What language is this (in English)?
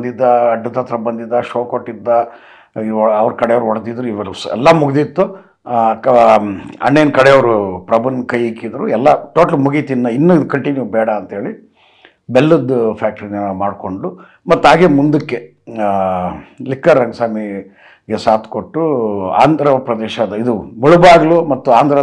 Kannada